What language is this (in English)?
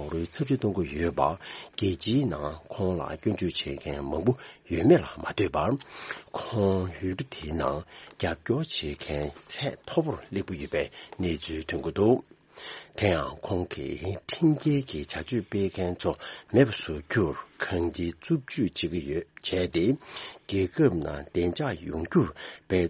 Tibetan